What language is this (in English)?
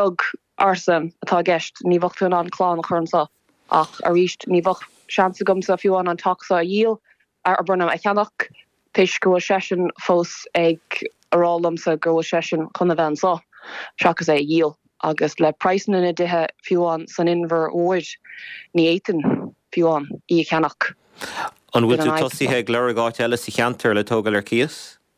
Irish